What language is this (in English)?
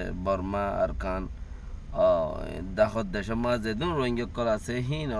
Rohingya